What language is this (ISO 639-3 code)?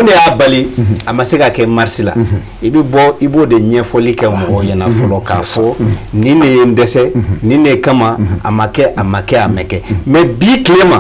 bam